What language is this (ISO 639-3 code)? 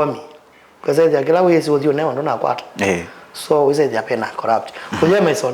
kam